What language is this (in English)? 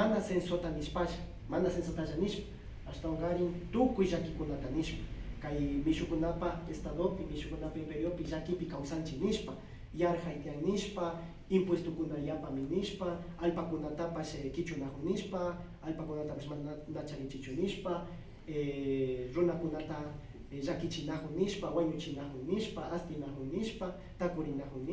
Imbabura Highland Quichua